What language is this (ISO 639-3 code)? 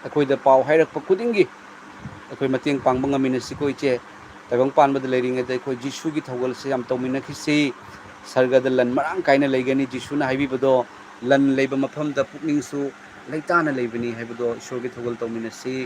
mni